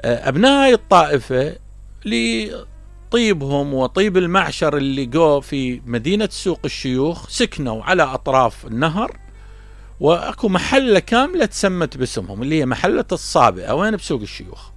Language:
Mesopotamian Arabic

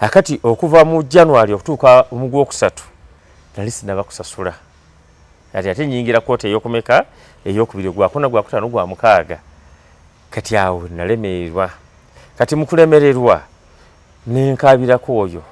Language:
Ganda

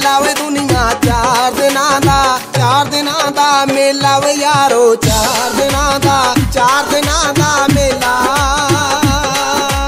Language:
Punjabi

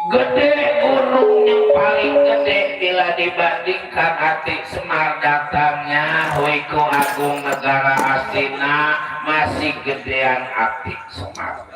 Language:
Betawi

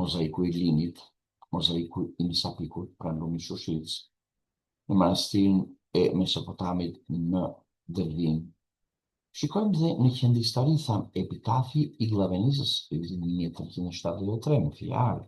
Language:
Albanian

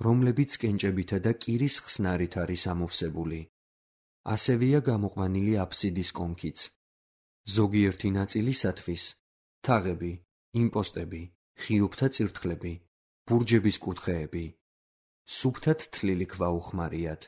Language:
Georgian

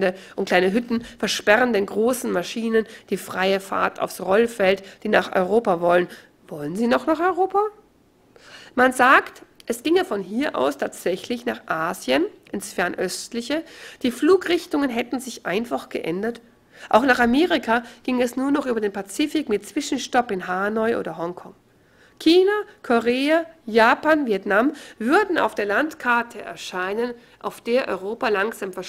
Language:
German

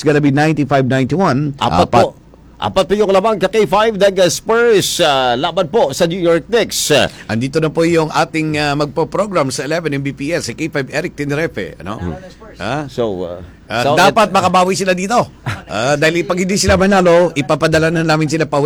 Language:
Filipino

